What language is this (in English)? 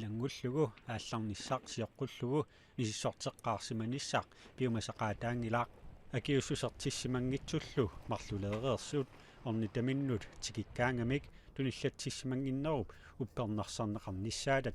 Kalaallisut